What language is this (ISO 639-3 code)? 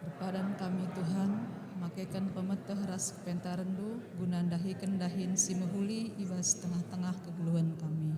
btx